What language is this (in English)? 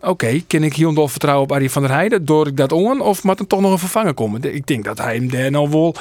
Western Frisian